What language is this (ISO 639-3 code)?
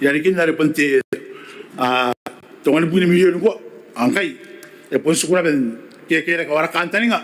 gil